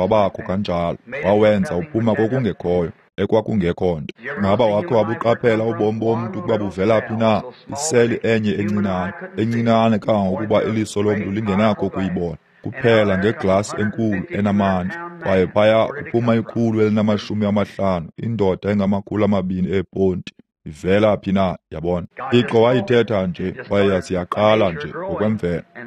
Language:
Xhosa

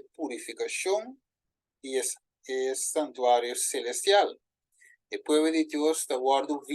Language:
Papiamento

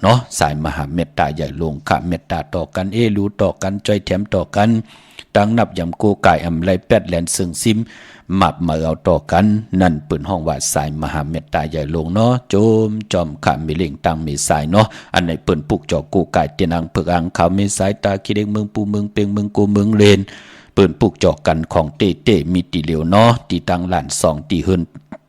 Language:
Shan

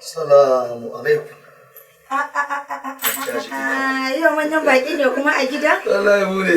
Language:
Hausa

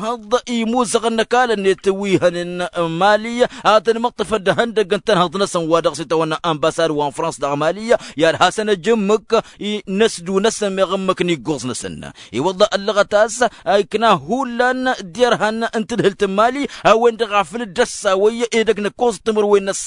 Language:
Tamasheq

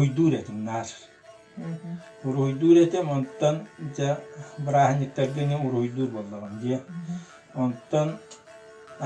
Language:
Yakut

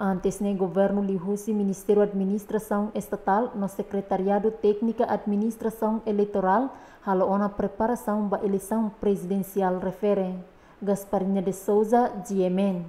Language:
Tetum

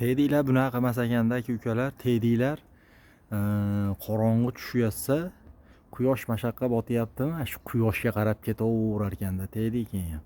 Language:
Uzbek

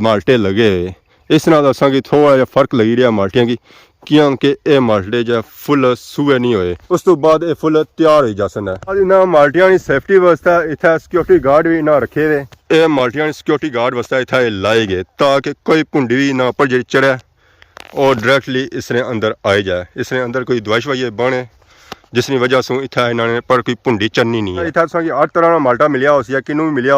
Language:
Pahari-Potwari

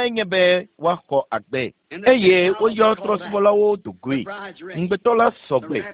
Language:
Ewe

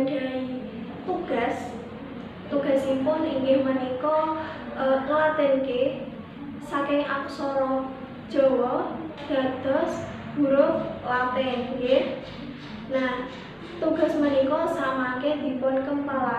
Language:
Javanese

